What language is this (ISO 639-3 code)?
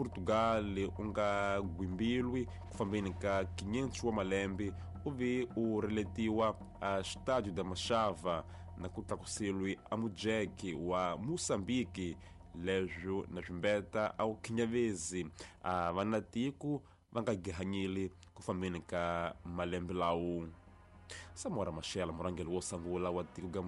tso